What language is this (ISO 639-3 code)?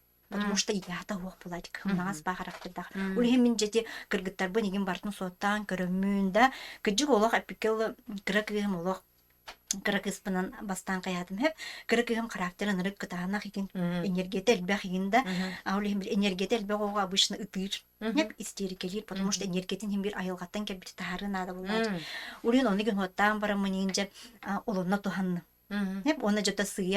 sah